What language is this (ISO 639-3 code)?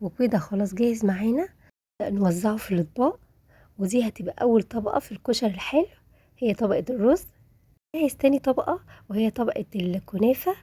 arz